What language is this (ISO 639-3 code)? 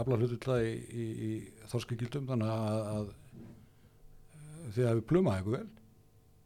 isl